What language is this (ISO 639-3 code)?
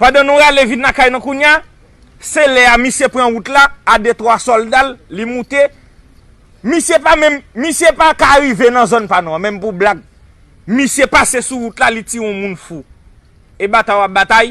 hat